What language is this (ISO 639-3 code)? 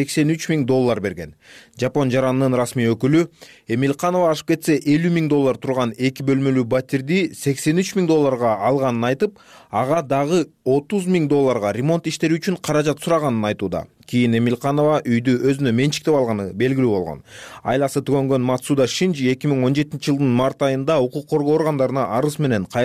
kir